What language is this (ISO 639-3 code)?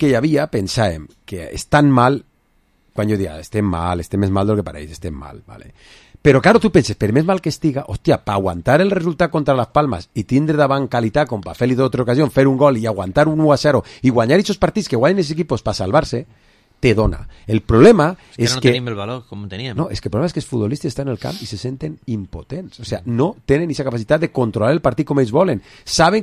cat